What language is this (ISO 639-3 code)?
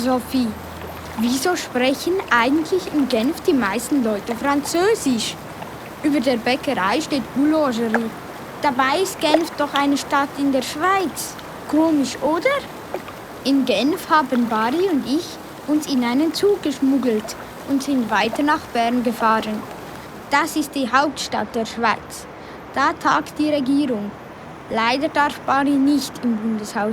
gsw